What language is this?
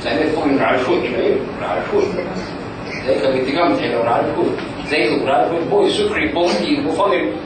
Falam Chin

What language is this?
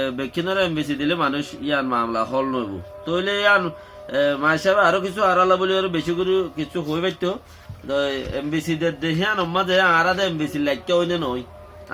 Rohingya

